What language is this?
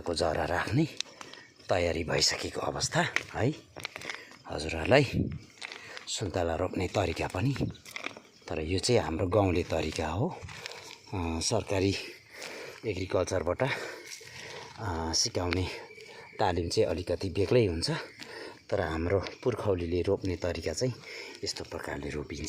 Nepali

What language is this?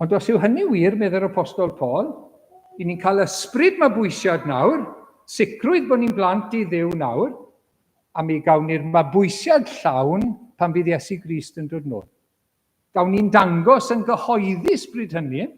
Welsh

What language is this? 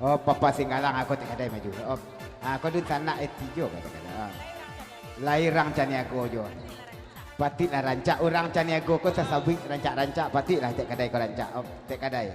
Minangkabau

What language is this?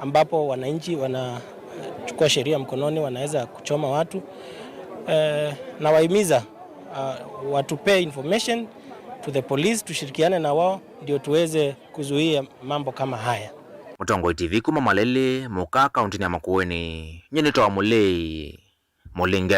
Kamba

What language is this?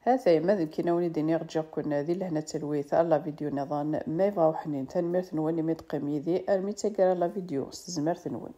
Kabyle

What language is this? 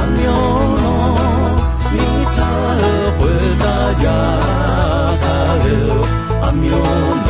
Akha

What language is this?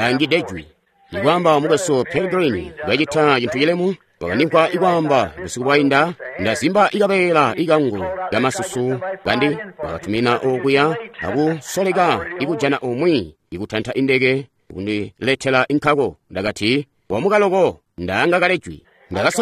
Tonga (Zambia)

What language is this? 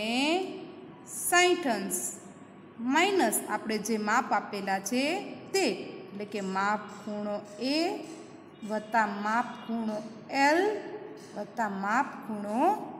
Gujarati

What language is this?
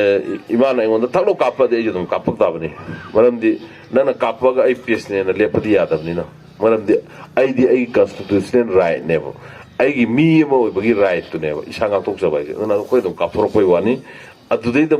Manipuri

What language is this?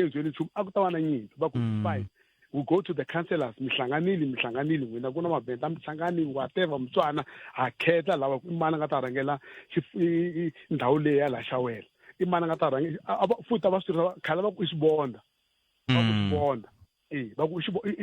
Tsonga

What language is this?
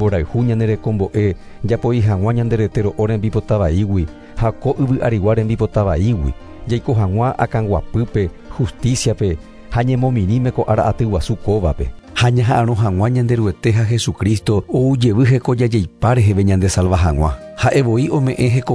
Guarani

